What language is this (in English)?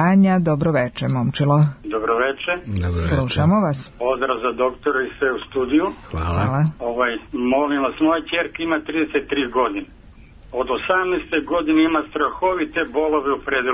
Serbian